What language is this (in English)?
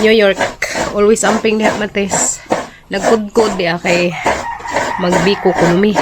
Cebuano